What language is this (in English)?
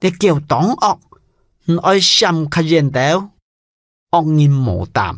Hakka Chinese